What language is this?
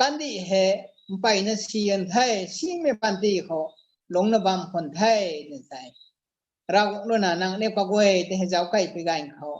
Rongmei Naga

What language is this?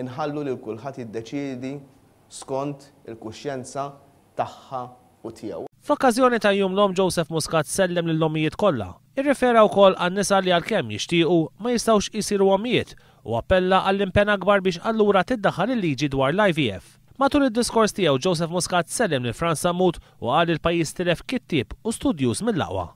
Maltese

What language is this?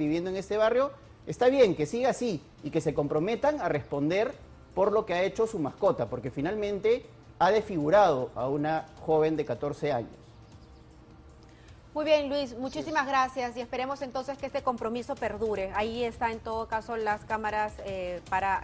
Spanish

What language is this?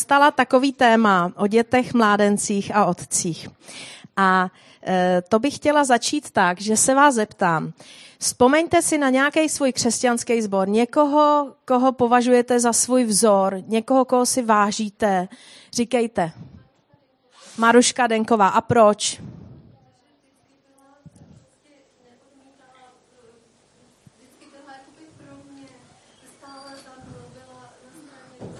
Czech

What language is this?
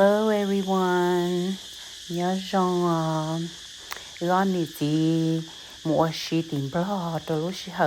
Hmong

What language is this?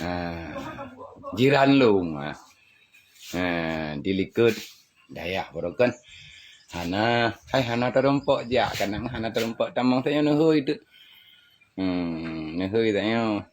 Achinese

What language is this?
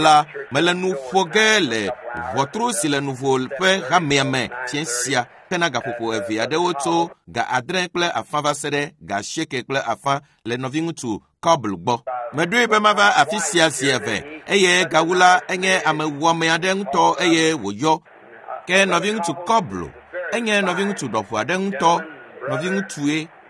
Ewe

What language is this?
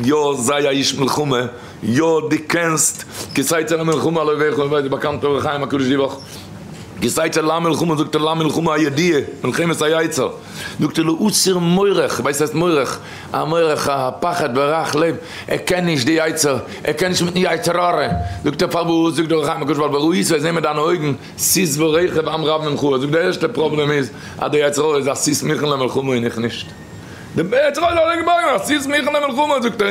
Yiddish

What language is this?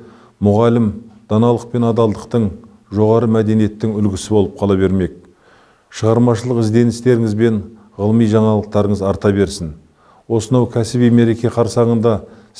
Kazakh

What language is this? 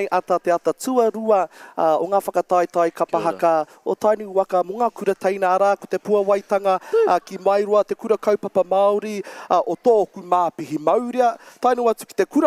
Māori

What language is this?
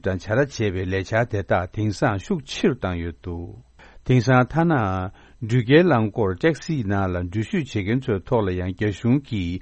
Tibetan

